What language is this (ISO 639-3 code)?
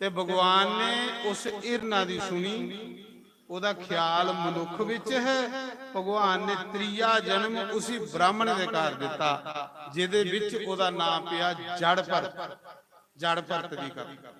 doi